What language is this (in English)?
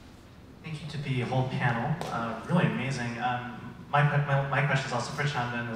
English